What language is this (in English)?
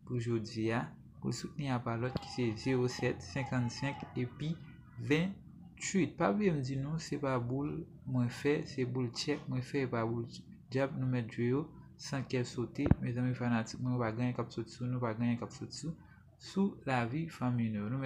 Haitian Creole